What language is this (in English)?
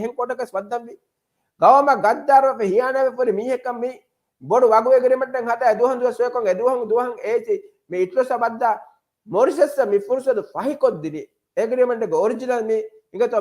Divehi